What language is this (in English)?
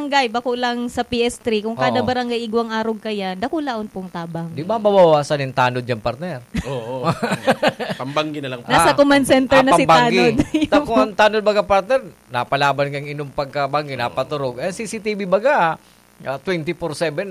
Bikol